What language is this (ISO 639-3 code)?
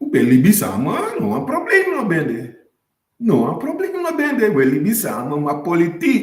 srn